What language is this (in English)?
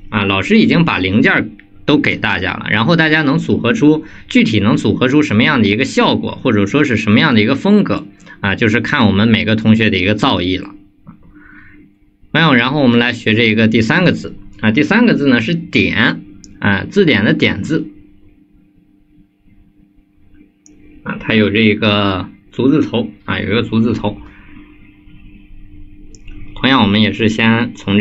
Chinese